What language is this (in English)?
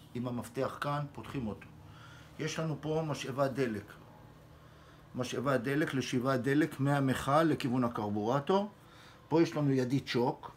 Hebrew